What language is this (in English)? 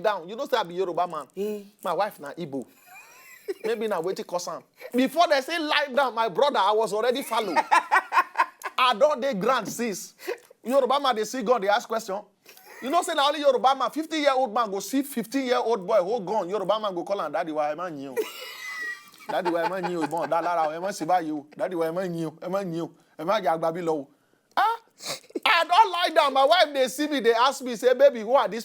Nigerian Pidgin